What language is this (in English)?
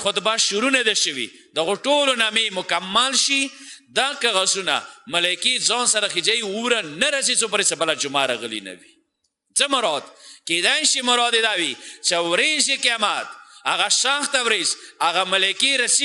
Pashto